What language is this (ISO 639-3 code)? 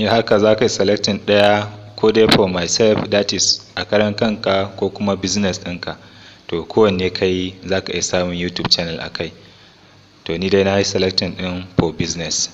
hau